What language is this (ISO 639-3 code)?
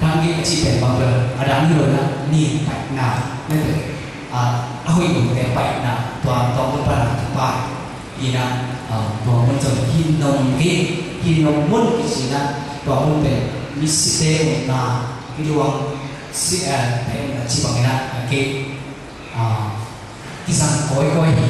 ctd